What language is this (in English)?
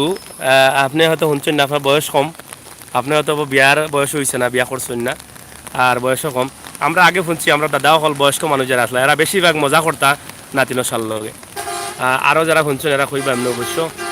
Sylheti